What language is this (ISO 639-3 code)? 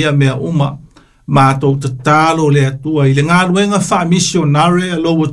smo